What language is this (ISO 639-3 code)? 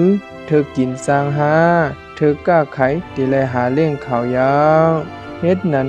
shn